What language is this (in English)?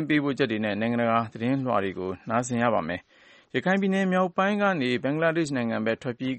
Burmese